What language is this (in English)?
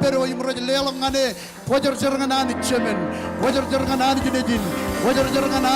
Marshallese